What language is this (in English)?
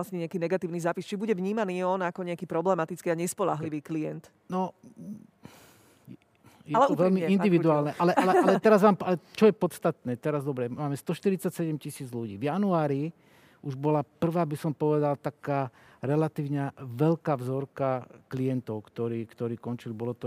Slovak